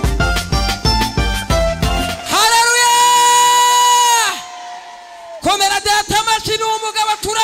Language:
Kinyarwanda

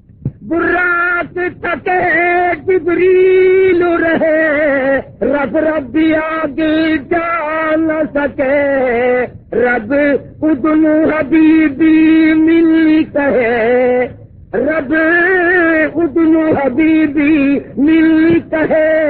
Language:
Urdu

